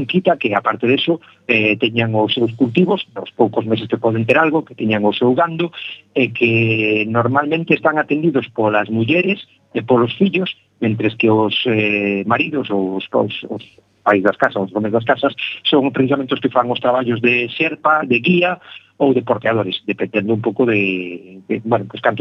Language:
Galician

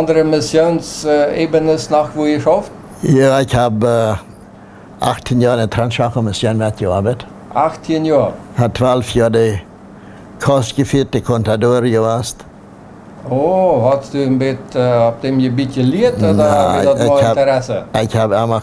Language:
Plautdietsch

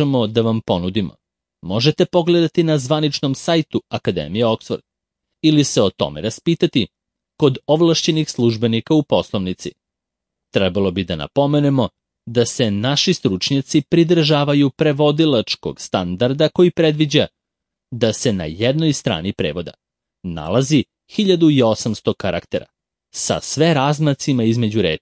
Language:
Serbian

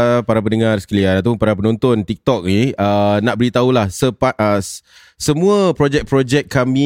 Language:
Malay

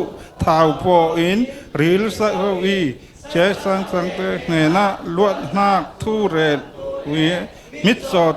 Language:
Falam Chin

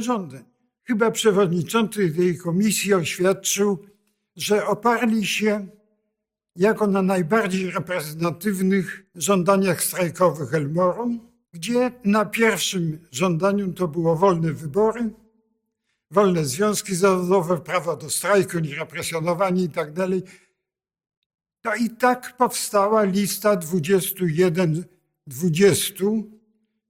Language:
Polish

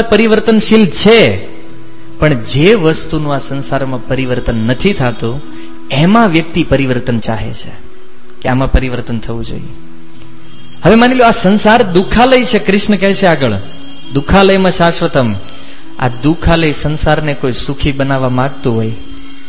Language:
Gujarati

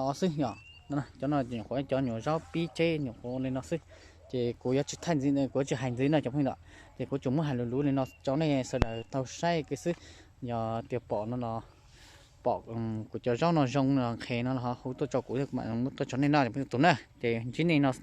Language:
Hmong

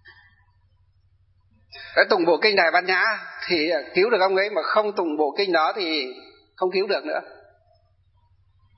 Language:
Vietnamese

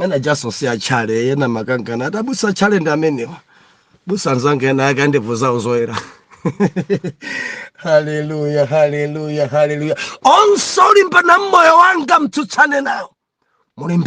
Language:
Nyanja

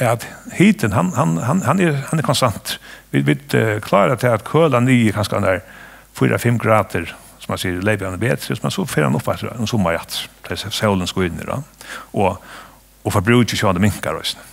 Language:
Faroese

